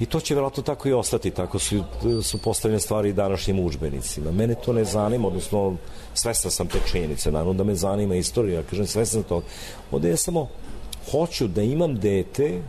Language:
Serbian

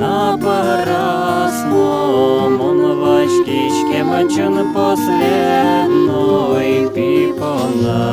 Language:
Udmurt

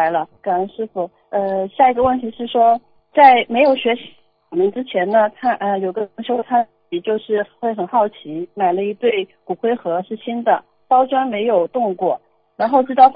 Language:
Chinese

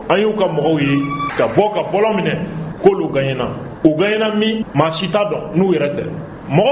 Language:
Bambara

